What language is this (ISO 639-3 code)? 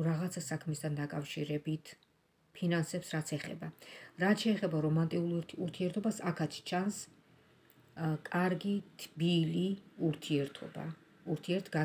kat